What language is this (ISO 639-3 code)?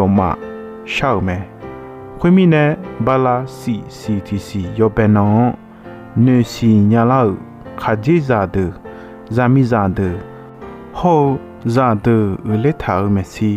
ahk